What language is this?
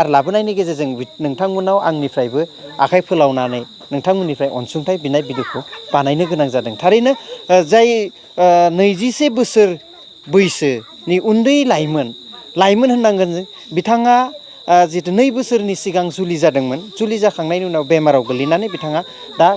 Bodo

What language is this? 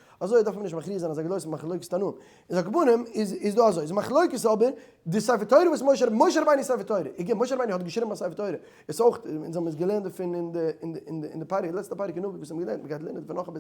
Yiddish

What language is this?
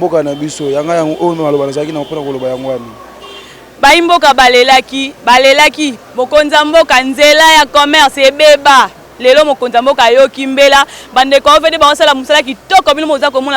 Lingala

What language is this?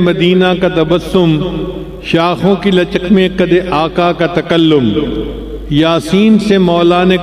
Urdu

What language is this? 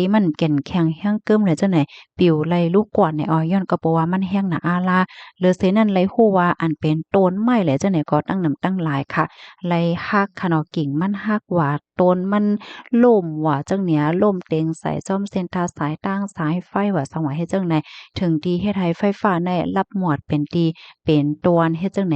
Shan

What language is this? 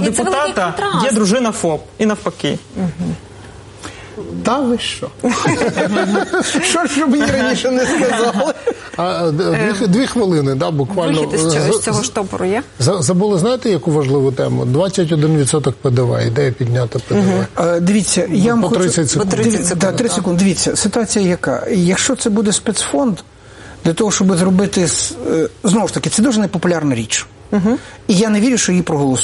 Ukrainian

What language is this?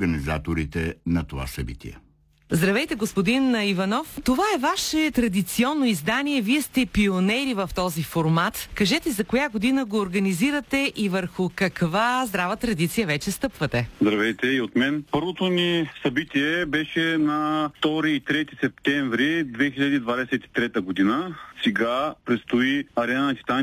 Bulgarian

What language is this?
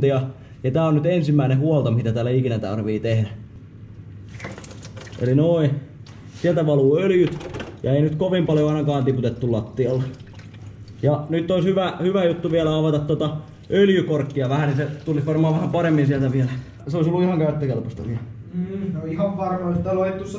Finnish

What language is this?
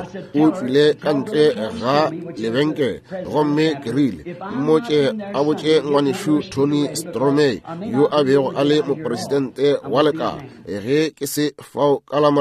Northern Sotho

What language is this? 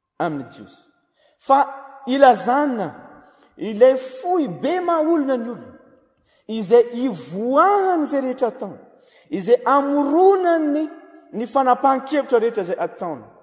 Malagasy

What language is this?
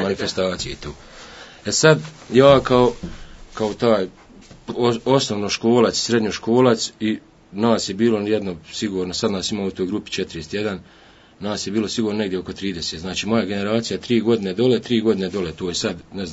Serbian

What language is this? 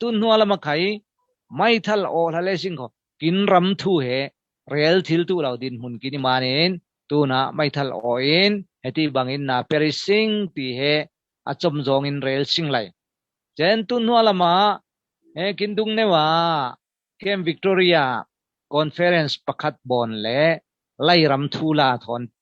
Falam Chin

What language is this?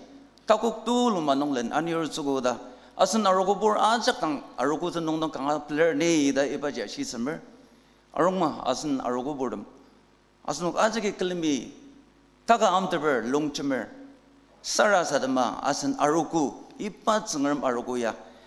Ao Naga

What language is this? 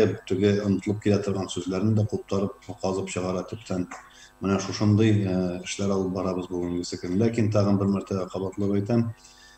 Tatar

